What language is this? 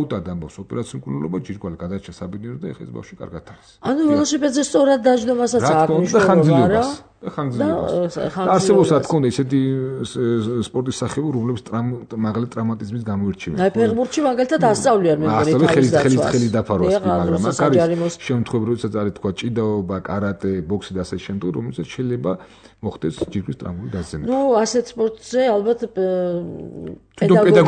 Georgian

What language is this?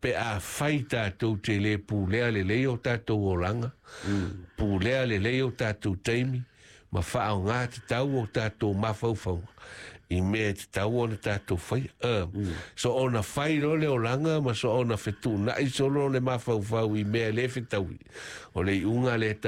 Samoan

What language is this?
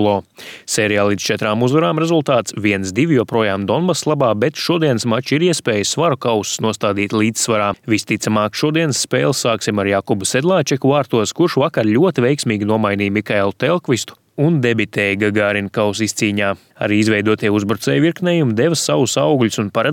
Latvian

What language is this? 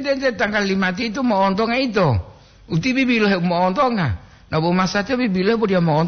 Gorontalo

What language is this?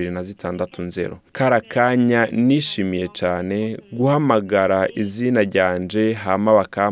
Rundi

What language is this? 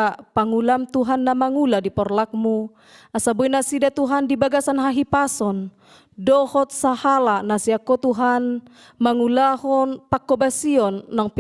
Batak Toba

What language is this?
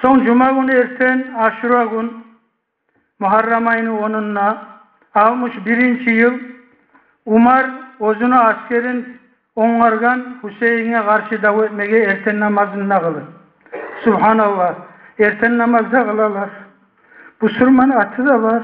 Kumyk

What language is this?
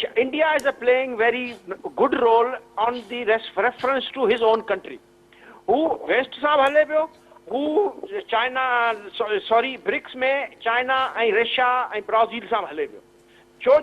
Sindhi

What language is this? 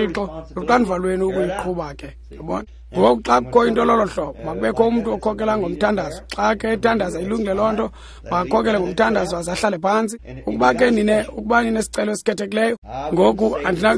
Xhosa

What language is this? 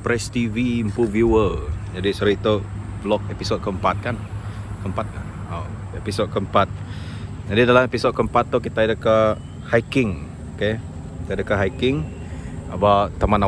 Iban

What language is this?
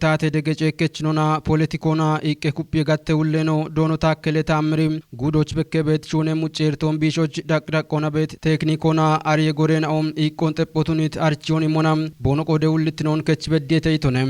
Kafa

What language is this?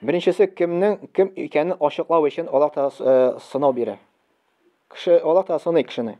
Tatar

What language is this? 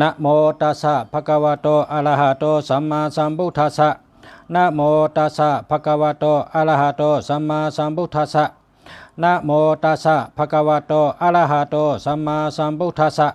Shan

